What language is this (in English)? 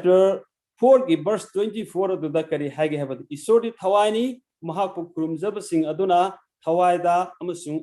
Manipuri